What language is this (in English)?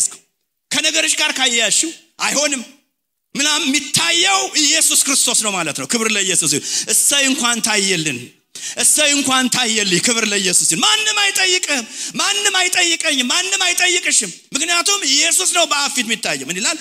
Amharic